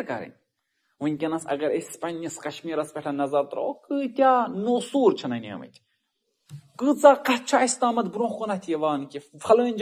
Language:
Kashmiri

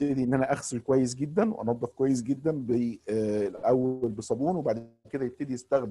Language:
Egyptian Arabic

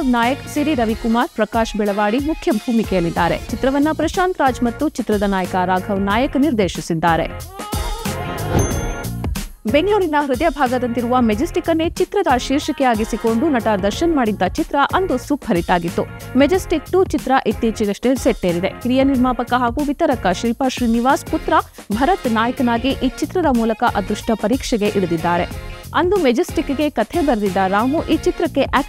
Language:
Kannada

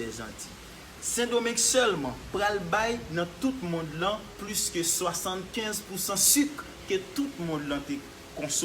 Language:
Haitian Creole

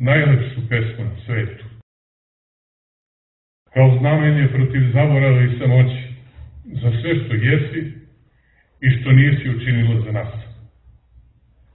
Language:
Serbian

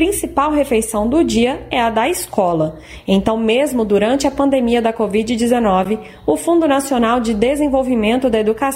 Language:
Portuguese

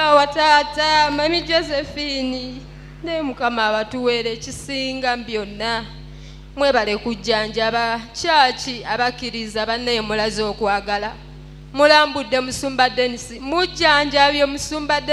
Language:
Ganda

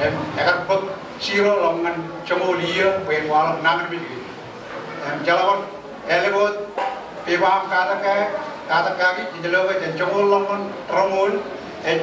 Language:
Marshallese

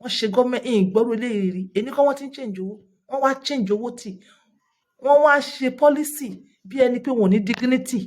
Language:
Yoruba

